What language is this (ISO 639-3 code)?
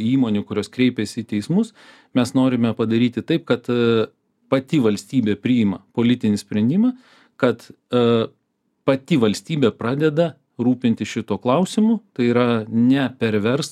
lit